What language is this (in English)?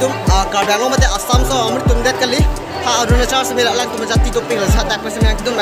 Karbi